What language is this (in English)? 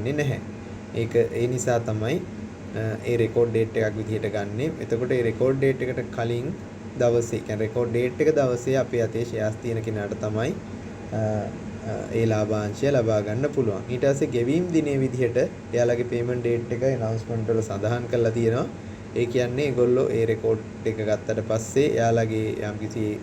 Sinhala